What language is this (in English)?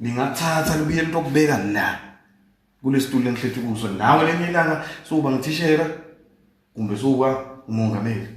Zulu